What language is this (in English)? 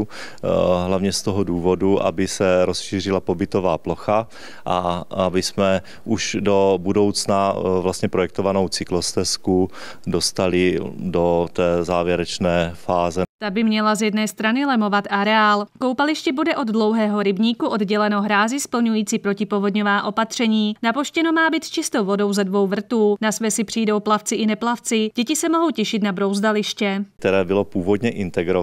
Czech